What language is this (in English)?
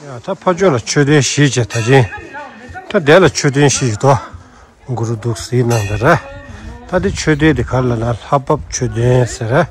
Tibetan